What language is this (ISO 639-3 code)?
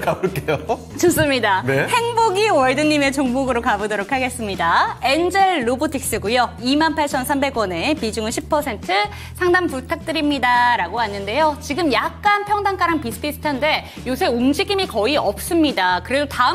kor